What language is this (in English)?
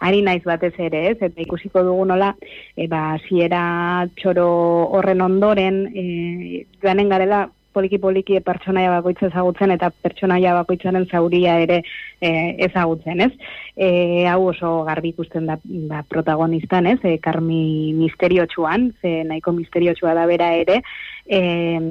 Basque